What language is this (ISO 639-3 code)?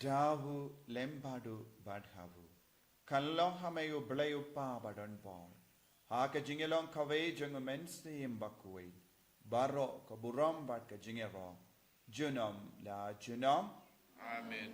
kha